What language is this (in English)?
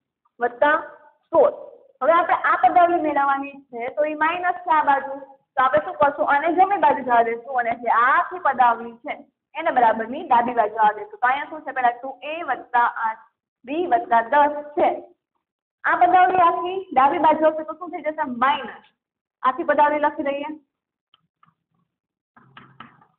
Gujarati